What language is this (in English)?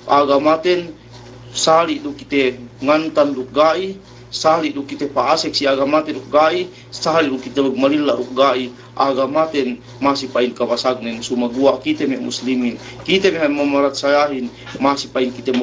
Yakan